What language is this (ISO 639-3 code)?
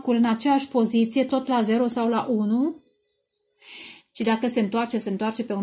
ron